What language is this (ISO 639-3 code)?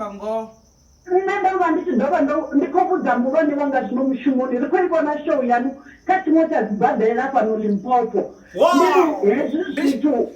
ven